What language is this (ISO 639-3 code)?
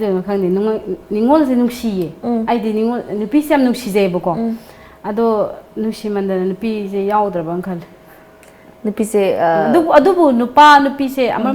mni